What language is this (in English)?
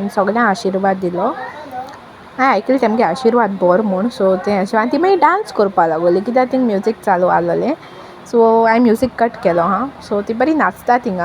Konkani